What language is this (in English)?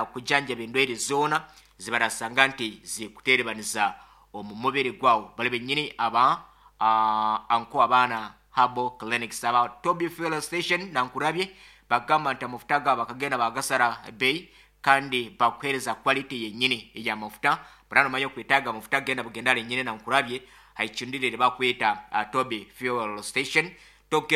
Nyoro